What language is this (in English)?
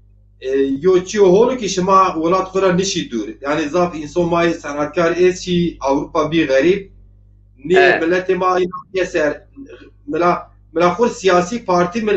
Zaza